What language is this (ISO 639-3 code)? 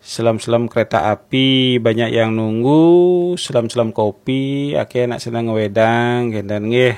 ban